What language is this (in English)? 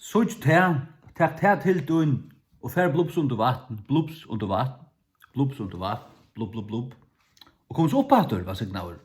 Faroese